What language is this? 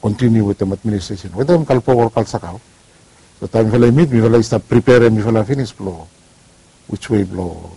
Bislama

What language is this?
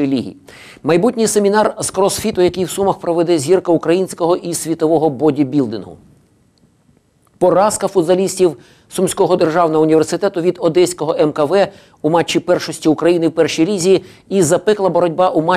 Ukrainian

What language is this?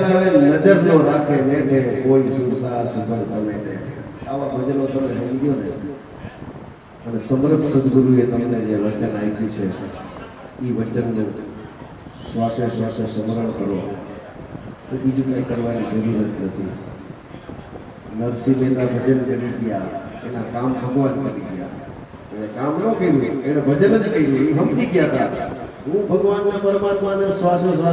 Gujarati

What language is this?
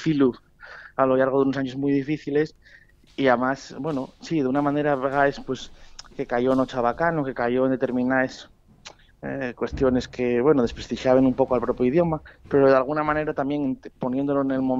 Asturian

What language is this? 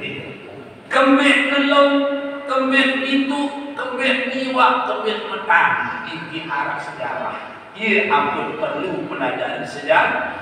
Sasak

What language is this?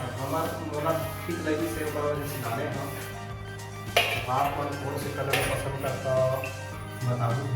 Chhattisgarhi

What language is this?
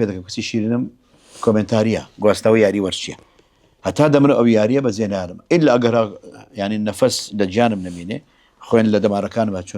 Central Kurdish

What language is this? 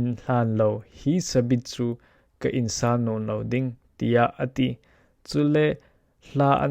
Falam Chin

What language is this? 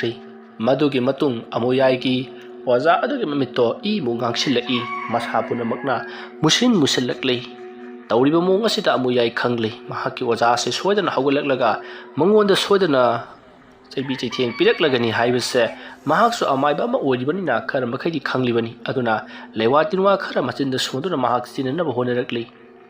Manipuri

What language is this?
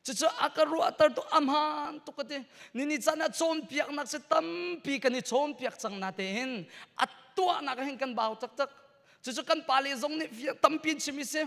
Hakha Chin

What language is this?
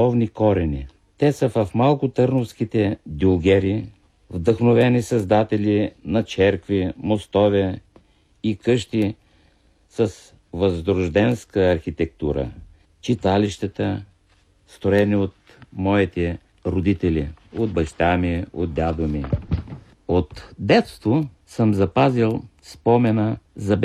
Bulgarian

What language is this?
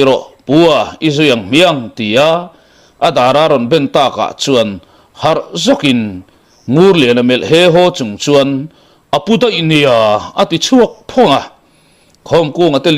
Mizo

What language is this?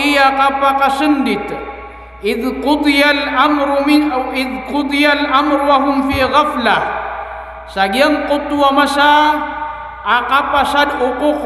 Maranao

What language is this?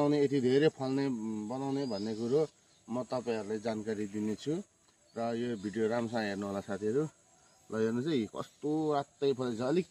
Nepali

